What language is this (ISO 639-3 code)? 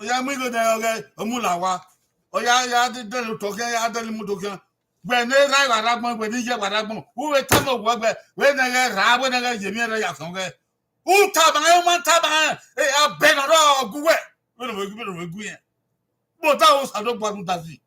bin